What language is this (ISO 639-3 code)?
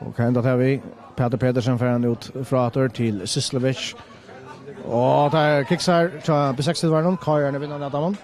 fao